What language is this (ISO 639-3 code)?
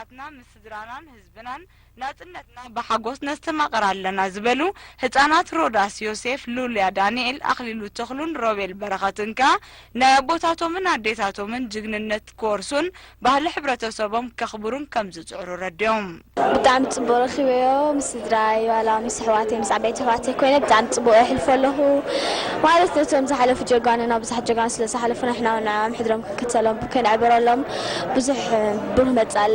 tir